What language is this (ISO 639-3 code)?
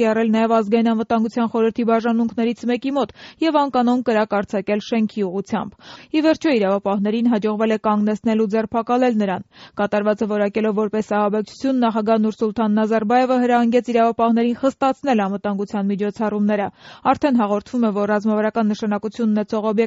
hye